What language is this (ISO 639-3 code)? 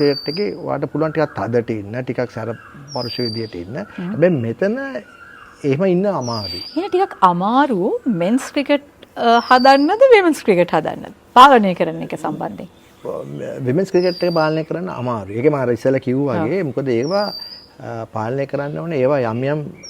sin